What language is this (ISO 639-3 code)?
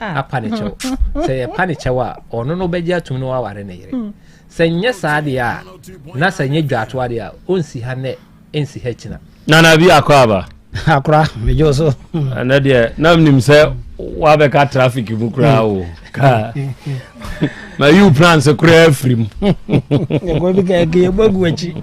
aka